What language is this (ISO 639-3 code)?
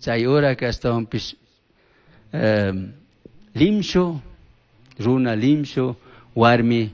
qug